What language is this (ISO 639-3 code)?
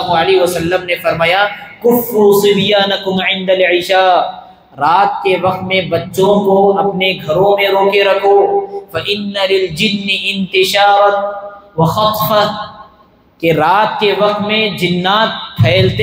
urd